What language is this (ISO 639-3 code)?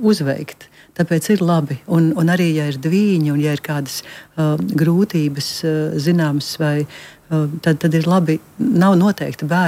lav